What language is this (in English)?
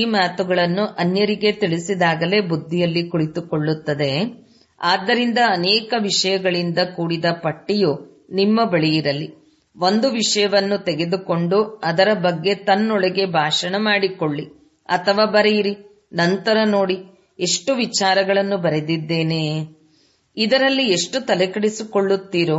Kannada